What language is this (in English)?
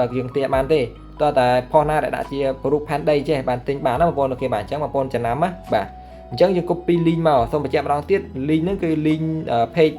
Khmer